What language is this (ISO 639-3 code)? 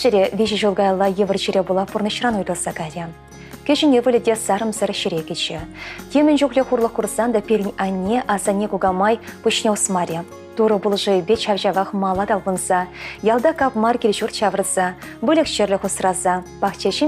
chv